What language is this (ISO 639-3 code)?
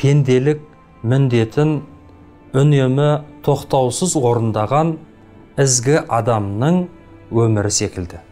kaz